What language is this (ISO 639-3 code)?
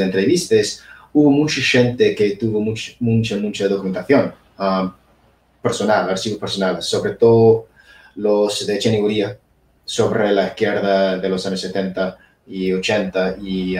ast